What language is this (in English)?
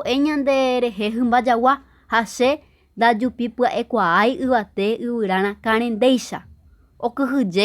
Guarani